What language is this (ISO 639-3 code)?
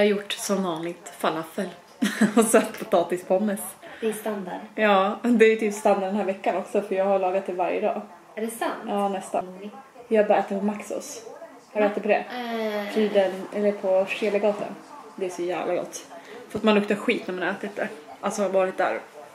swe